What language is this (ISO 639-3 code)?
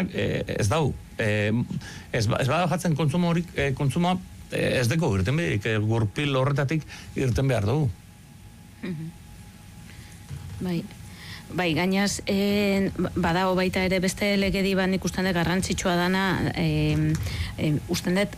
eus